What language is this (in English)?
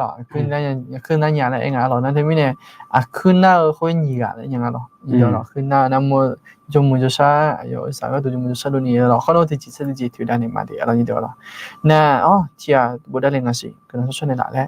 Akha